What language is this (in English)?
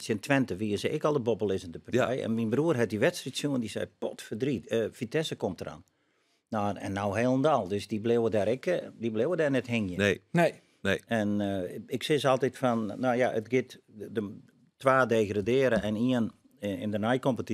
Western Frisian